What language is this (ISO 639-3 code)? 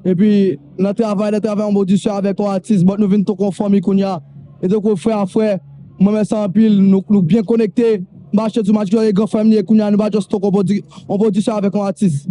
hat